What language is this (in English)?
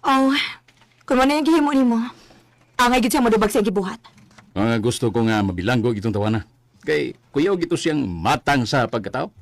Cebuano